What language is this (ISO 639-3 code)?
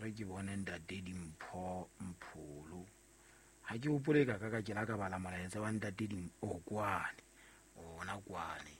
sot